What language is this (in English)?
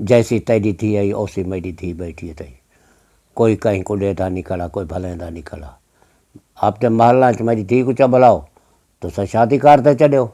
Saraiki